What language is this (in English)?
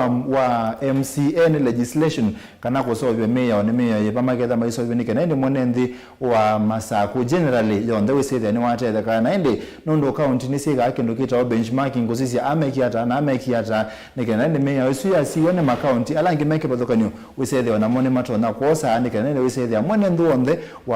Kamba